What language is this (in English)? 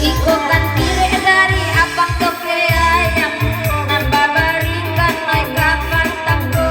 Minangkabau